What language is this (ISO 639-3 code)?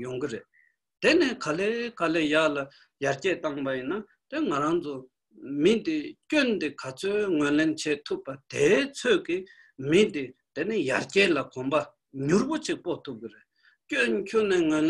bod